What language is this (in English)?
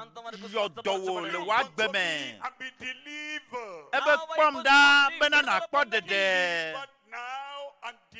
Ewe